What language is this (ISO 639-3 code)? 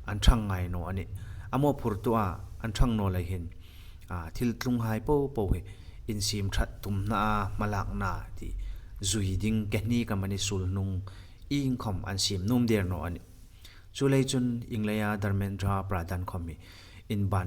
hmr